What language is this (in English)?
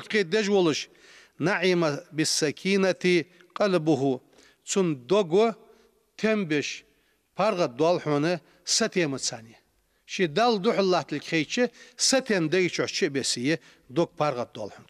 Ingush